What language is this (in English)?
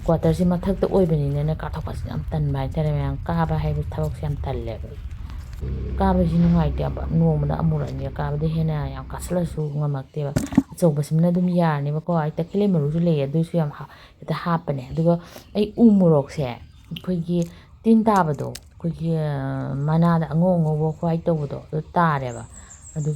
Manipuri